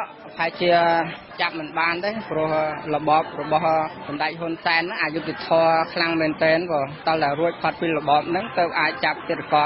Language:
Khmer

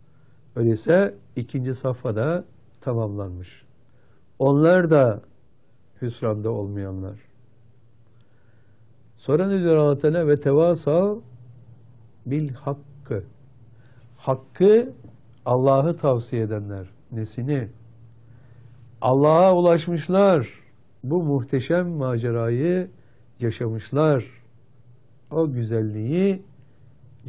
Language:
Turkish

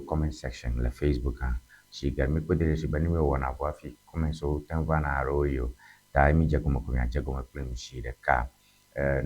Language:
Ewe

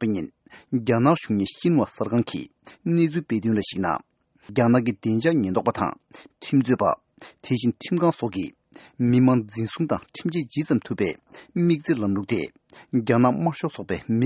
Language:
Tibetan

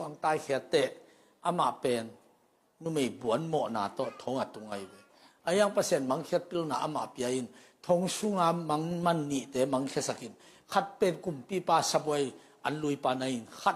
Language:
Tedim Chin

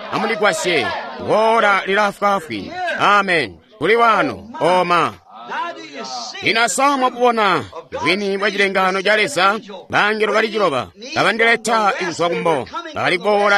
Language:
Tonga (Zambia)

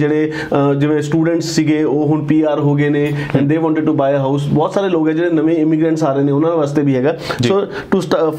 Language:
Punjabi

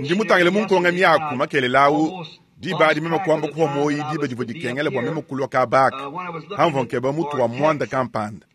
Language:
Luba-Lulua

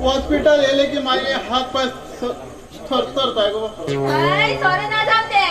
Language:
Konkani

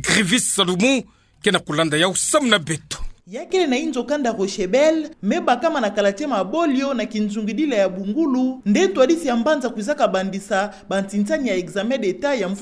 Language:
Kituba (Democratic Republic of Congo)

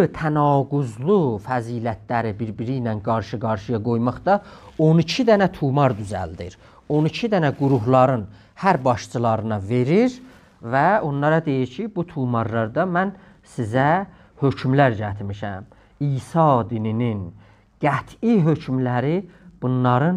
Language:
South Azerbaijani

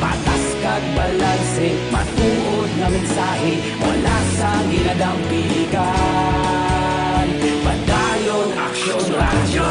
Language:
Hiligaynon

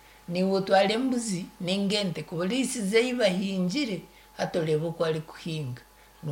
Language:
Nyankole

